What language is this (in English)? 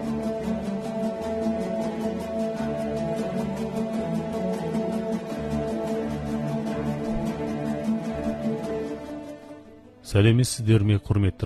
Kazakh